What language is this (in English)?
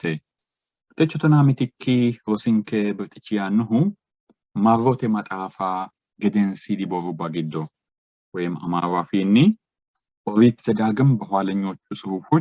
Sidamo